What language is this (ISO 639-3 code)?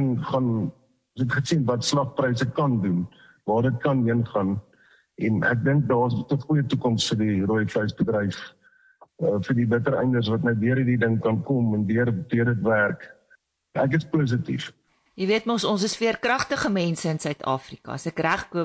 afr